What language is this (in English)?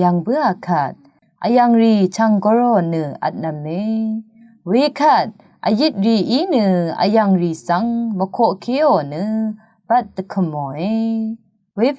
Rawang